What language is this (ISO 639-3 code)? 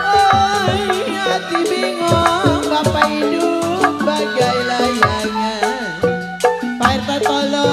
bew